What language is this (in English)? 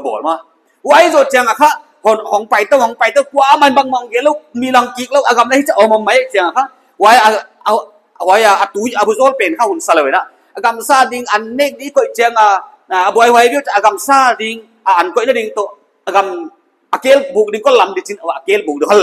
Paite Chin